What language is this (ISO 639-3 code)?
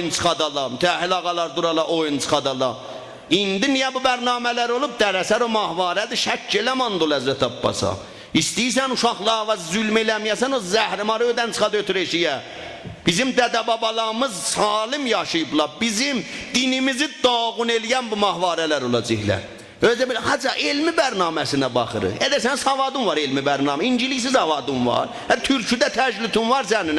azb